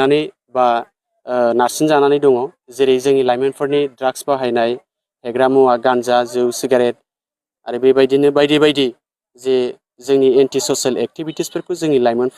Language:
Bodo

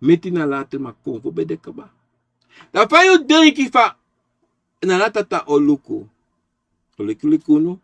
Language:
Sranan Tongo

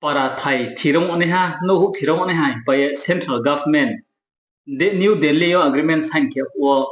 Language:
Riang (India)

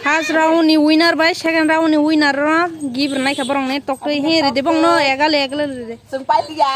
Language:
Kok Borok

